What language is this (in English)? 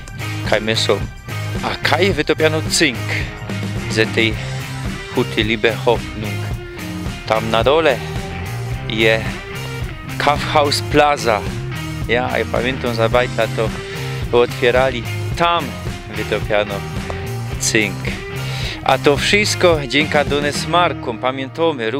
Silesian